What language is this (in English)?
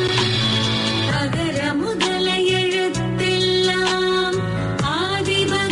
Tamil